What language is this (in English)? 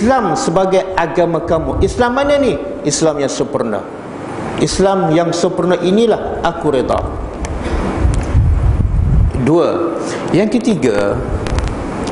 Malay